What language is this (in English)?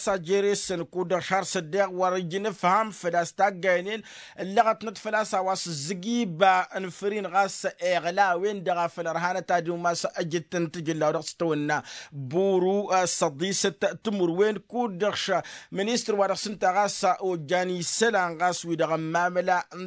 Tamasheq